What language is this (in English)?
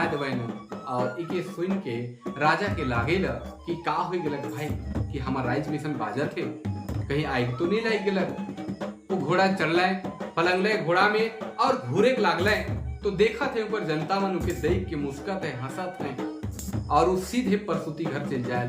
Sadri